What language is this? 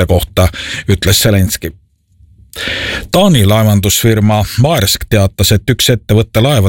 Estonian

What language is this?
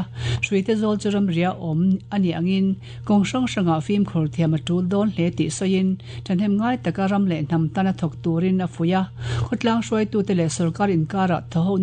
Mizo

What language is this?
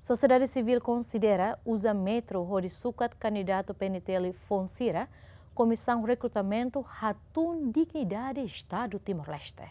Tetum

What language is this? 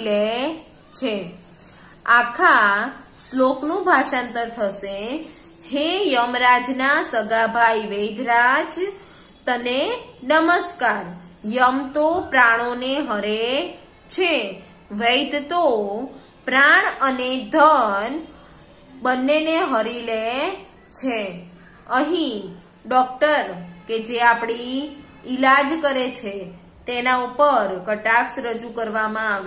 Gujarati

